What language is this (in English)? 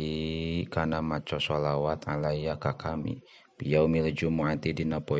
Sundanese